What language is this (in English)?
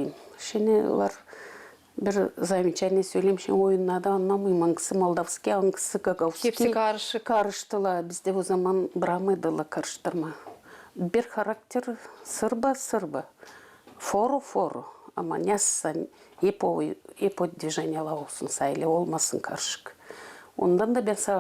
Gagauz